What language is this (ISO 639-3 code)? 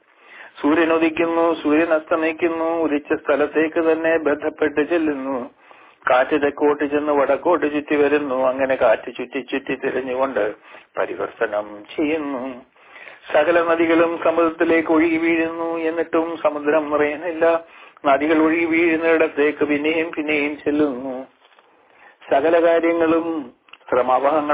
mal